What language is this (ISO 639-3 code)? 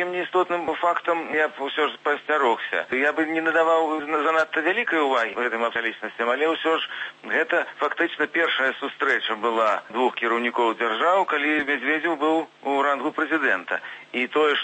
bel